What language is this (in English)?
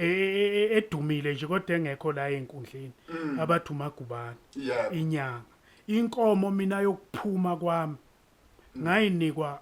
Zulu